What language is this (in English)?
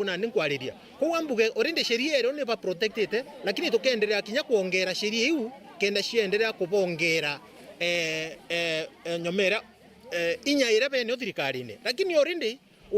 Meru